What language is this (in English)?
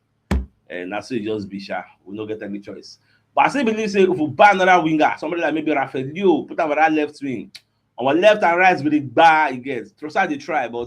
Nigerian Pidgin